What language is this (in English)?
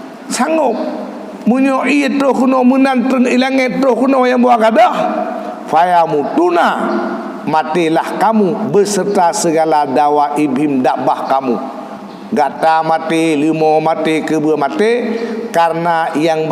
Achinese